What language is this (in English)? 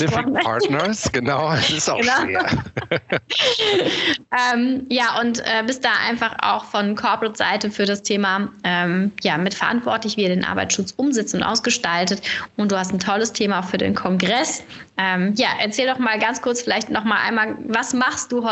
German